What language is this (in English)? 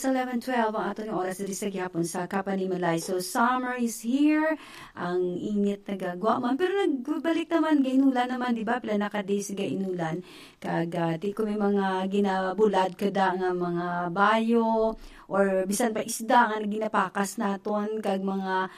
Hiligaynon